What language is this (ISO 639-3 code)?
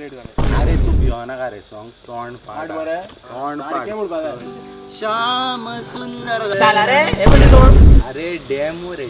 kok